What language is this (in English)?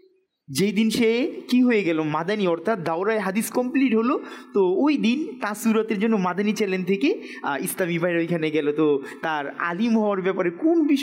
Bangla